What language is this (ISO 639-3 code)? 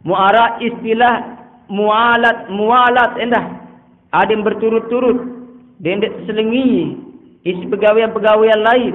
sas